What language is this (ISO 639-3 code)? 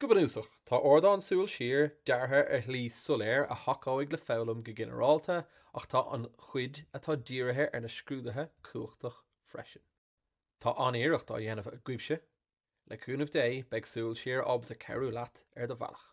gle